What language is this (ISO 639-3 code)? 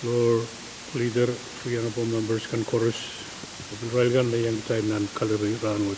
pon